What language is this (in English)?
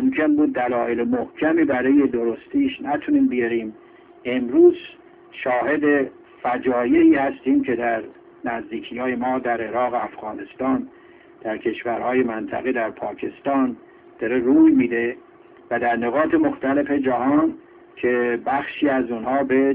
Persian